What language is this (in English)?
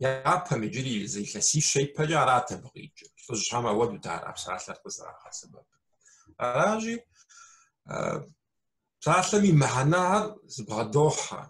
Kabardian